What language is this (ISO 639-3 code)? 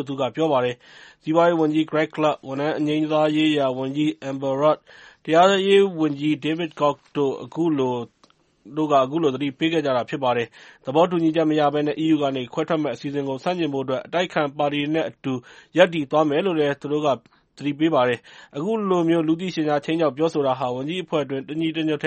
mya